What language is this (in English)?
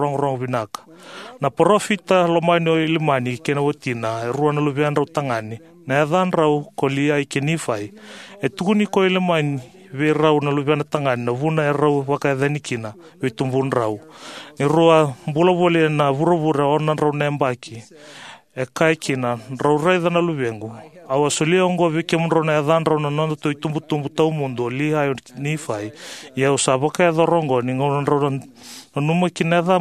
Fijian